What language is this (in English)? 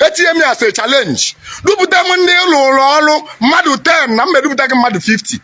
Igbo